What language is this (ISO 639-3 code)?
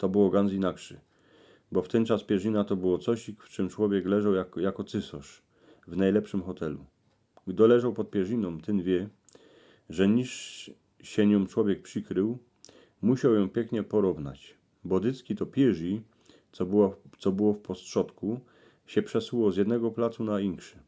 szl